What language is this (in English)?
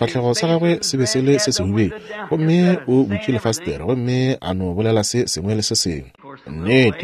Northern Sotho